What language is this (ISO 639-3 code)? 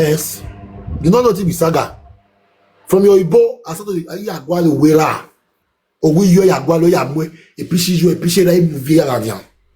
pcm